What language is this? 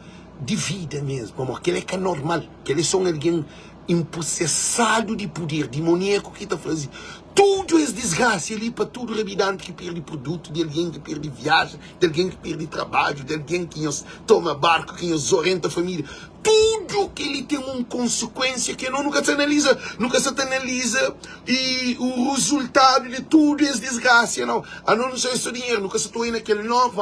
Kabuverdianu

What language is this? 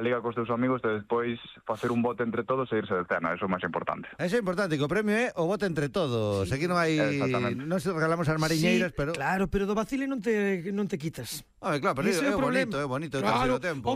Galician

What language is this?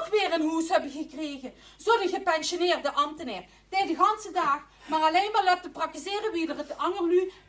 Limburgish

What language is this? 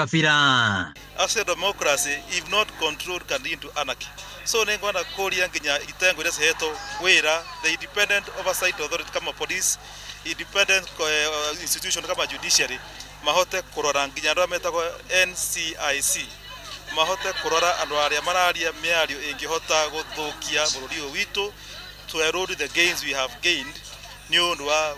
Kikuyu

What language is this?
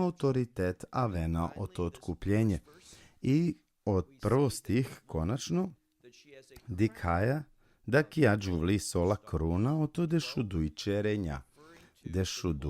Balkan Romani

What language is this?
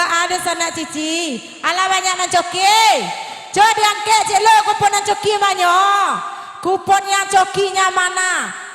Minangkabau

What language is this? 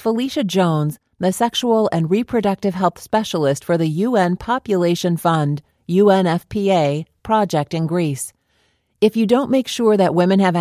English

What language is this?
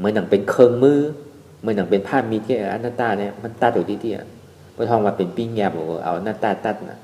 Shan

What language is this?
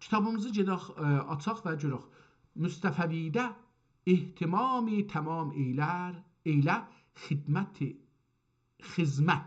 South Azerbaijani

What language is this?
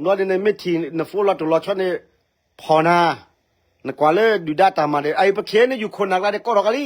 S'gaw Karen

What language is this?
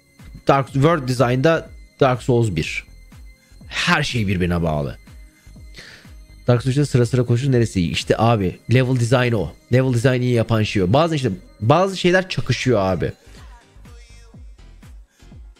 Turkish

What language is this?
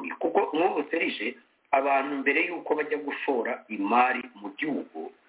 Kinyarwanda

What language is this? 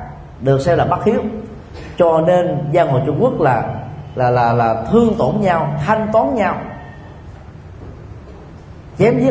Vietnamese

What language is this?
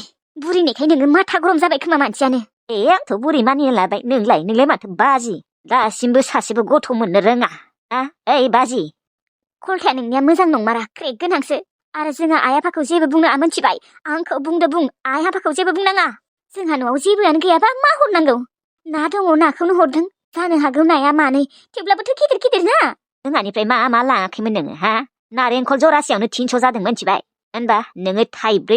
Bodo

